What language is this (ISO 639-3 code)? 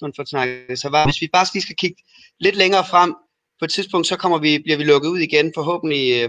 dan